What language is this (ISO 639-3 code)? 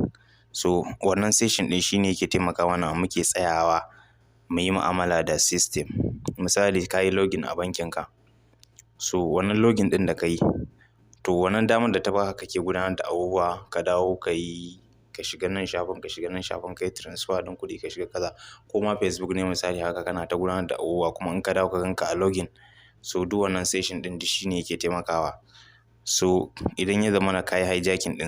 hau